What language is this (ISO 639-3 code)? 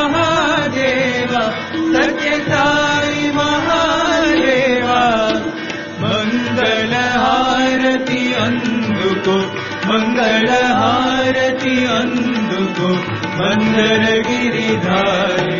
tel